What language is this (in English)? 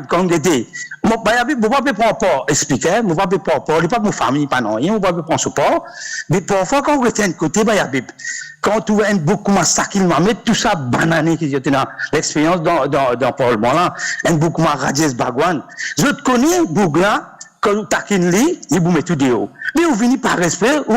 Morisyen